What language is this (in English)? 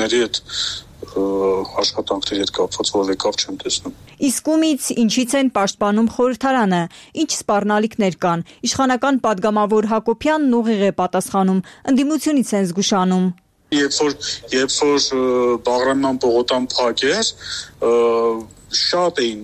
Armenian